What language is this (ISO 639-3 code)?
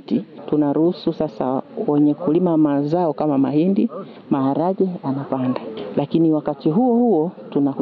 swa